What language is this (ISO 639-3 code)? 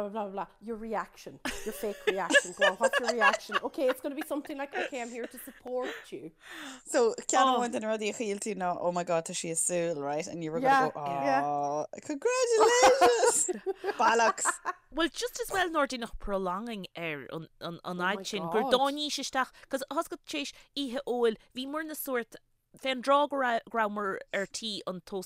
gle